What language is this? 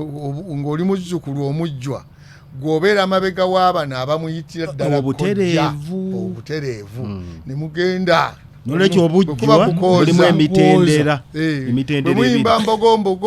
Ganda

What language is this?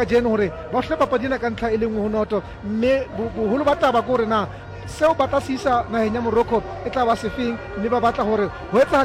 Southern Sotho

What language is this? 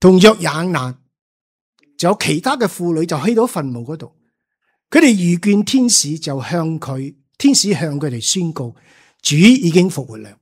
Cantonese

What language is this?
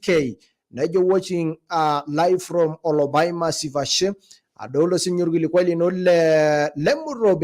Masai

